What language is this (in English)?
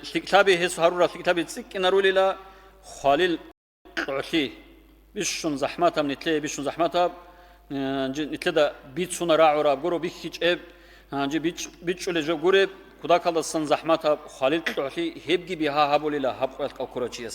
Avaric